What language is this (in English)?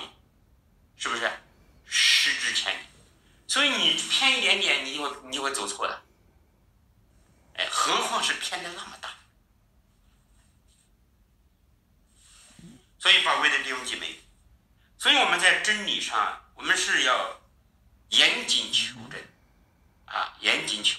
Chinese